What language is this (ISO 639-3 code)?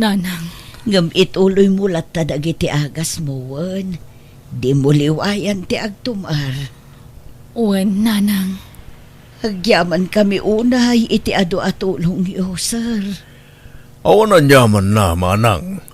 ilo